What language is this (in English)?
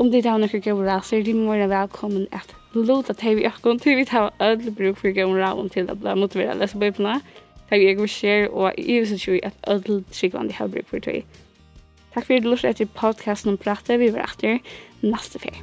Faroese